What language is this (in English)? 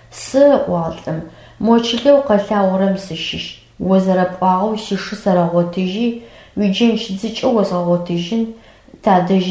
Adyghe